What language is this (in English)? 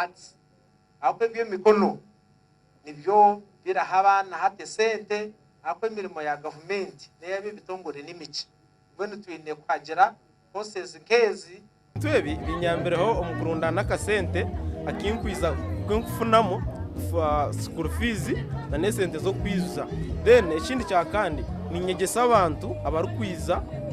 Nyankole